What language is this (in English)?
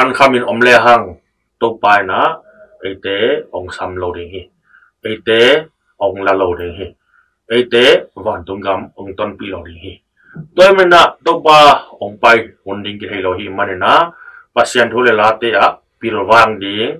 Tedim Chin